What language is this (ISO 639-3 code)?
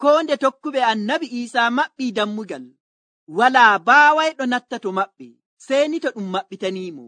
fuv